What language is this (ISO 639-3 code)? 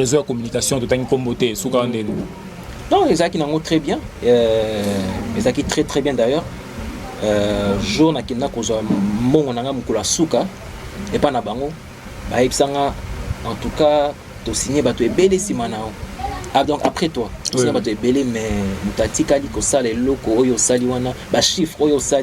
lin